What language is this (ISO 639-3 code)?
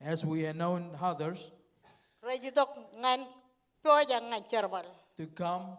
mah